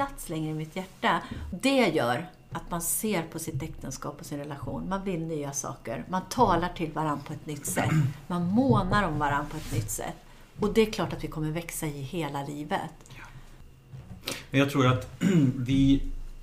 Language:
Swedish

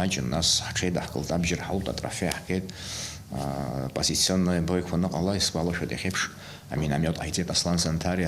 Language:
Abkhazian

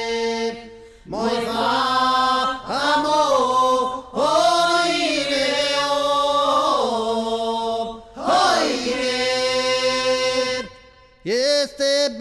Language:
Italian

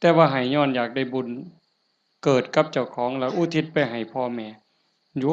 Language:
Lao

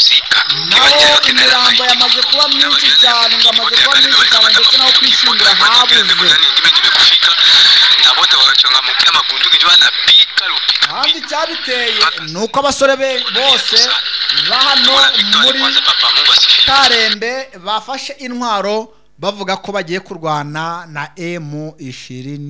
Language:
Kinyarwanda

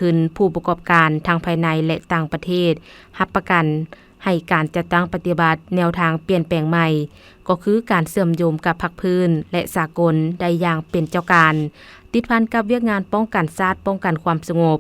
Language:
Lao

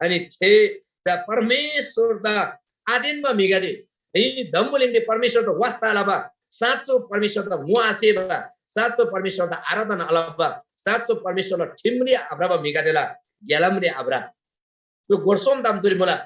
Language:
Eastern Tamang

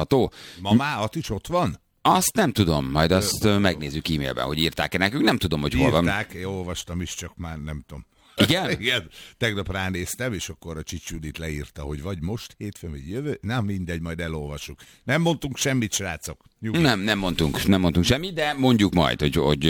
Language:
Hungarian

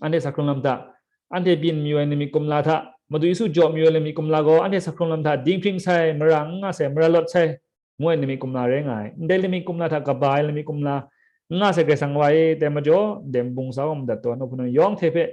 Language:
Kachin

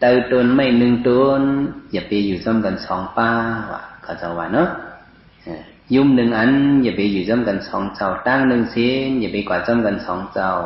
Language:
Shan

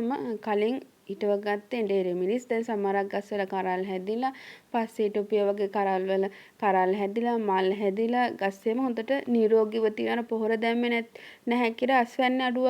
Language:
Sinhala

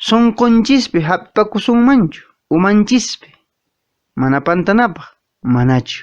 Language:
Quechua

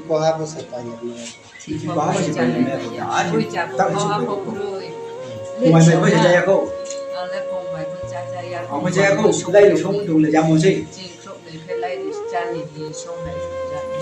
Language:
Riang (India)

